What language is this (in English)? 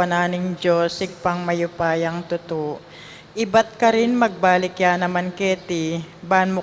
Pampanga